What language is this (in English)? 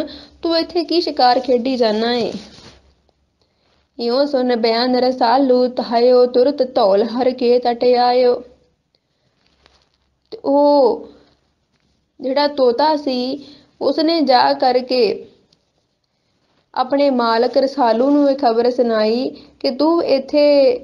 Punjabi